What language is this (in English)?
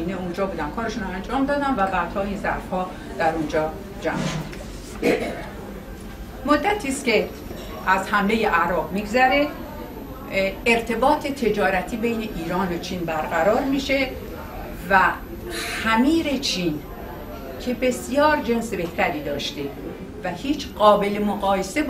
Persian